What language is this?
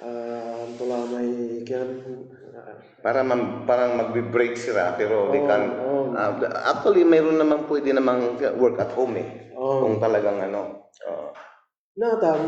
Pangasinan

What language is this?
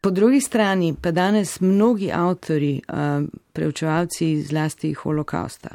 Slovenian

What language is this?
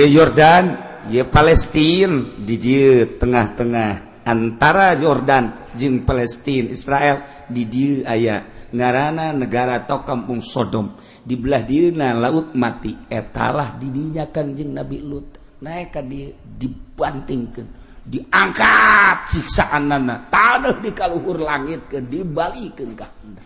Sundanese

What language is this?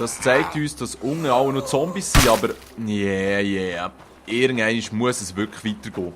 Swiss German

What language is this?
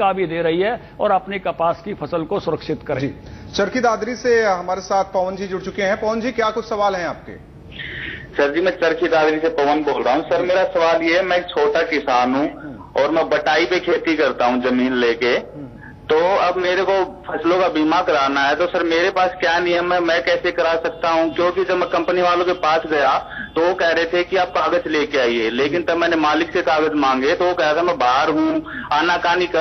Hindi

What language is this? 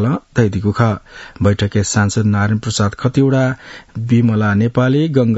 Newari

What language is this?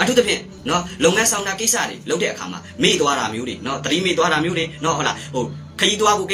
Burmese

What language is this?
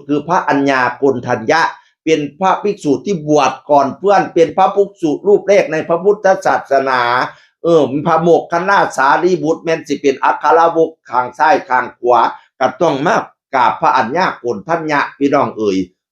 Northeastern Thai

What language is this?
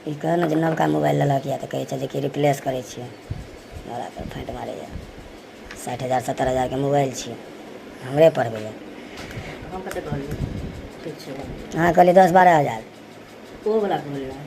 Maithili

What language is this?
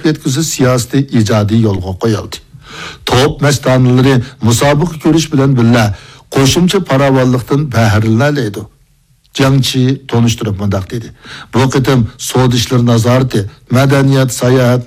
Uyghur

